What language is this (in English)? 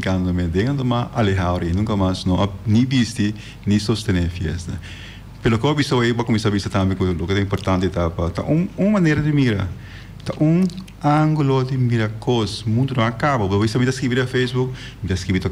Papiamento